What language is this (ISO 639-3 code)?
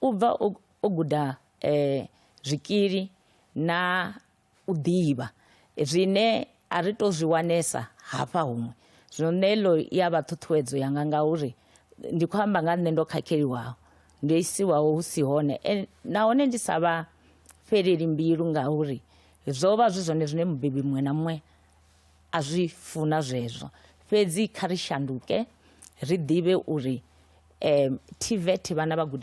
ven